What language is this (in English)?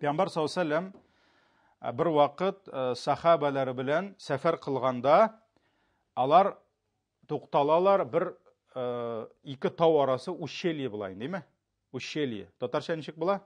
Tatar